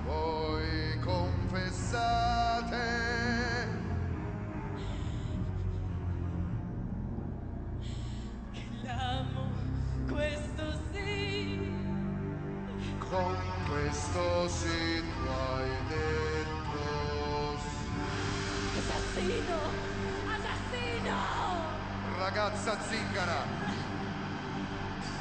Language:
Italian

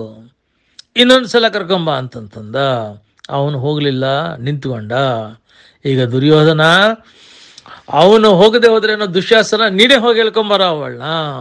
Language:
Kannada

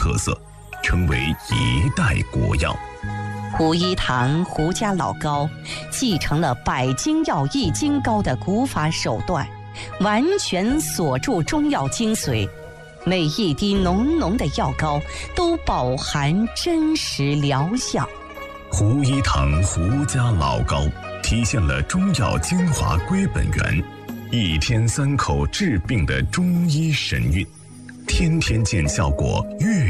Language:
Chinese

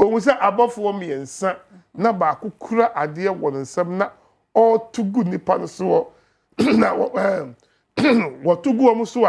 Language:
Akan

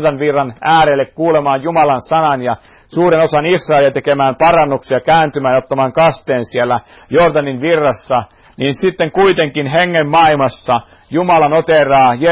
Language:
Finnish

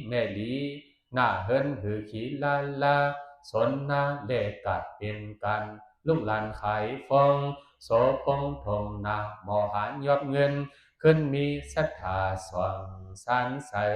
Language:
Shan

